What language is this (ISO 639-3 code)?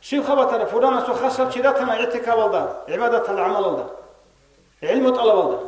ava